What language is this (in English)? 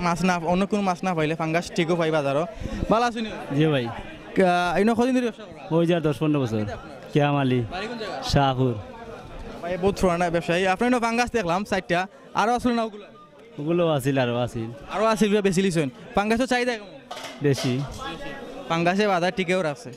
Sylheti